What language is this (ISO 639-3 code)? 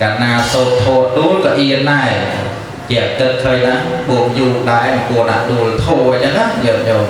khm